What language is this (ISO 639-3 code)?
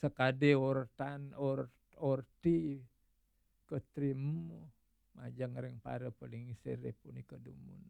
ban